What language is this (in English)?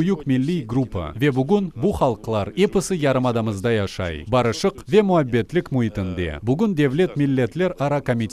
Crimean Tatar